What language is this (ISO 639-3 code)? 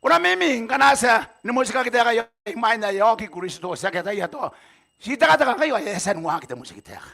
gil